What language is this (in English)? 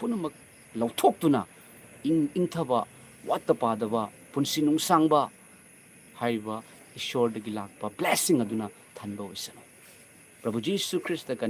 Manipuri